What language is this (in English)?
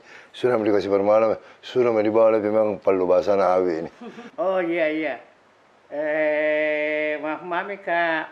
Makassar Malay